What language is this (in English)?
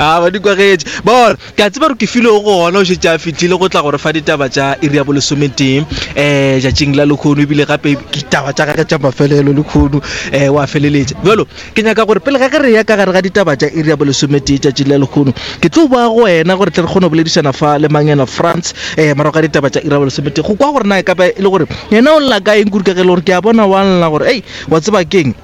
Northern Sotho